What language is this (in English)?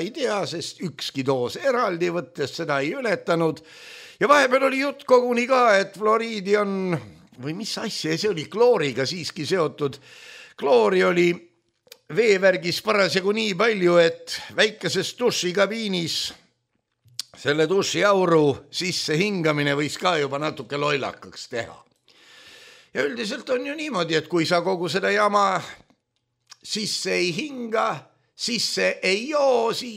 Estonian